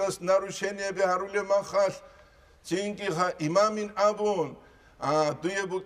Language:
Avaric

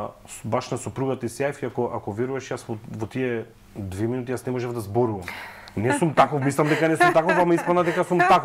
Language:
Macedonian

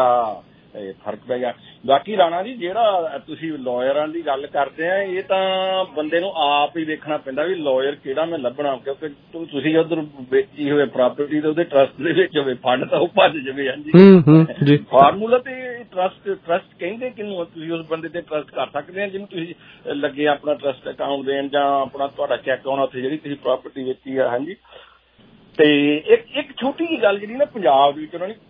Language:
Punjabi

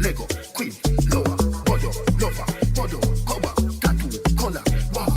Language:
Jamaican Creole English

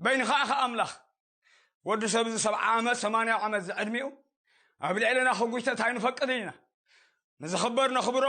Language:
Tigrinya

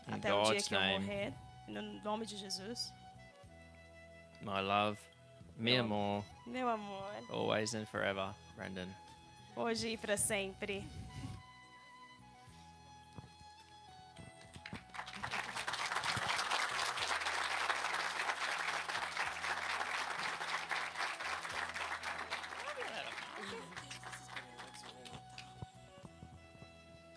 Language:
Portuguese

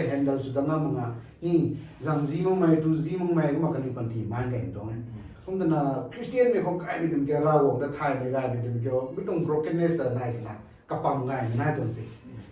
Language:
Rongmei Naga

